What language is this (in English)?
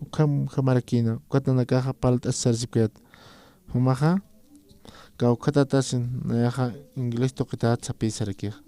Aymara